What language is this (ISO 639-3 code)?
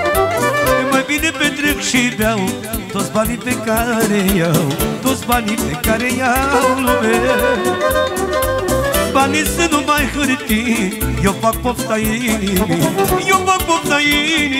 ron